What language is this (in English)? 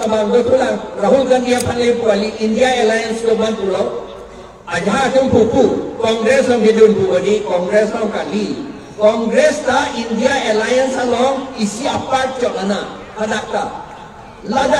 Karbi